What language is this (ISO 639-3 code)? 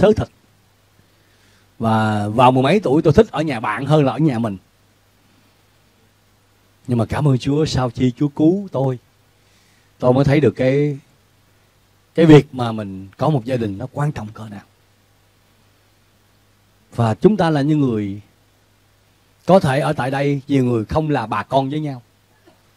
vie